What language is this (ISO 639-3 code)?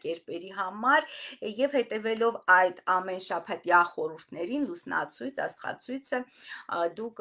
hye